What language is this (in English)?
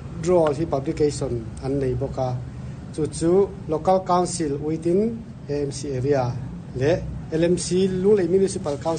Mizo